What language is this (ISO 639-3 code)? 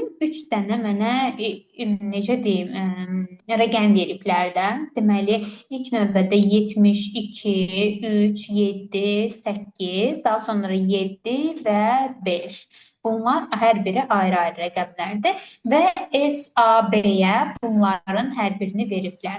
aze